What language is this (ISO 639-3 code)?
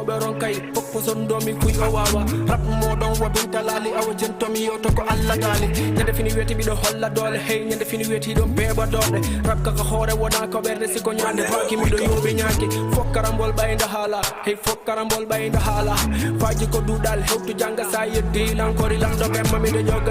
ful